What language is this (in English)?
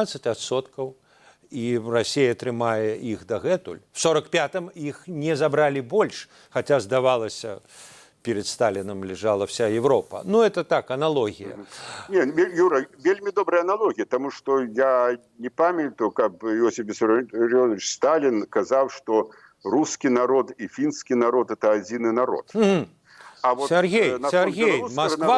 Belarusian